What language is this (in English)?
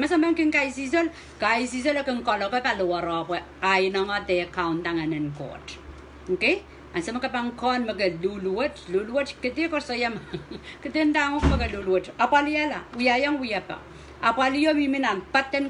Pohnpeian